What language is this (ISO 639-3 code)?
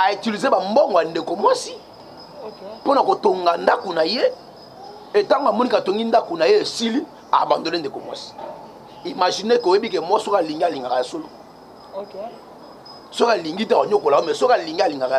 lin